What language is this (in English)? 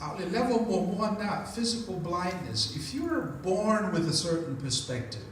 Samoan